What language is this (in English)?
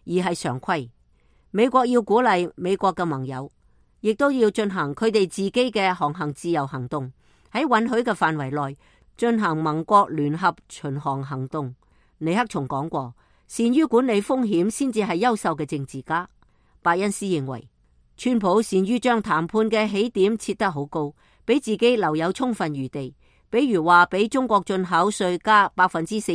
Cantonese